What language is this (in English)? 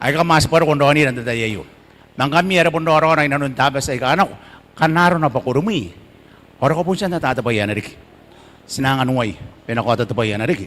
Gilbertese